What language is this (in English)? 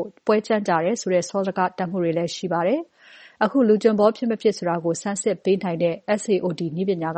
Burmese